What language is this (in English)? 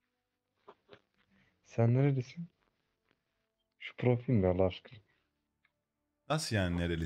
Turkish